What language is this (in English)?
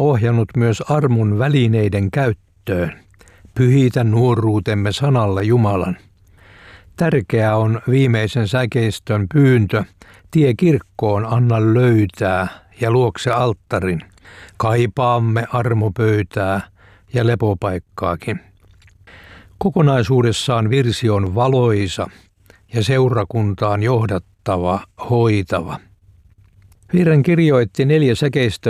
Finnish